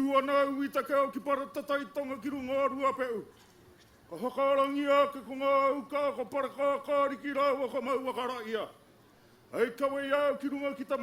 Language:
Māori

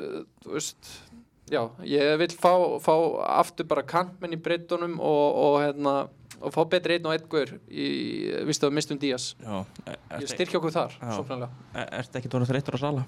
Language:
Icelandic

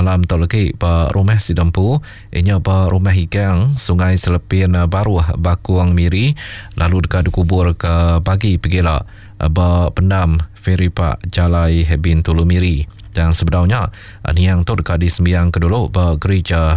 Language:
Iban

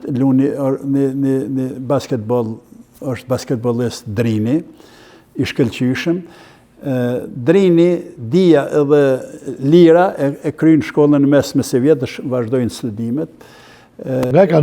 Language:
Albanian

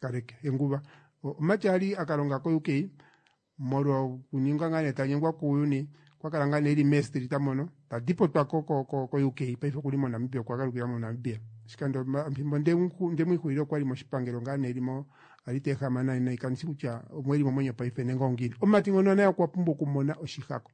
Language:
Kuanyama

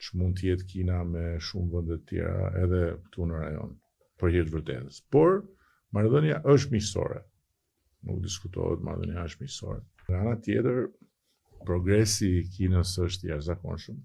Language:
Albanian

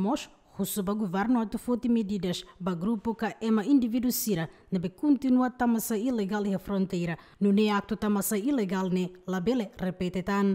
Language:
Tetum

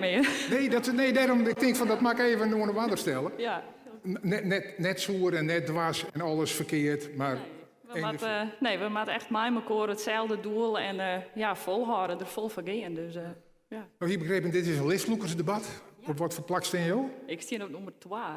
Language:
Western Frisian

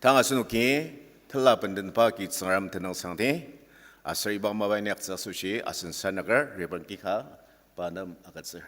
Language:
Ao Naga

